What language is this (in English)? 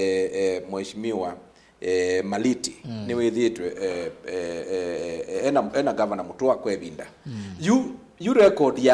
Kamba